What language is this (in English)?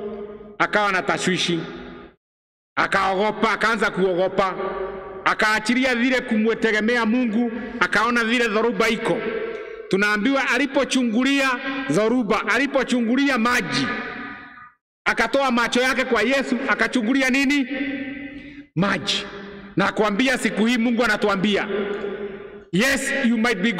Swahili